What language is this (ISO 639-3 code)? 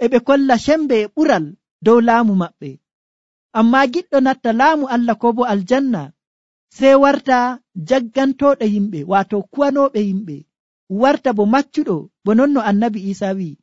fuv